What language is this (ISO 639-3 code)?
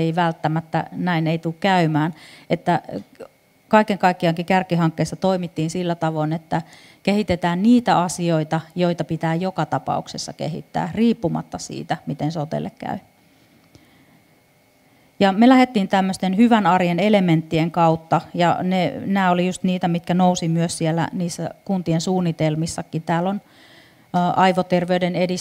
fin